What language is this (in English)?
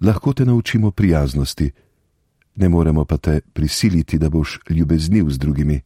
Slovenian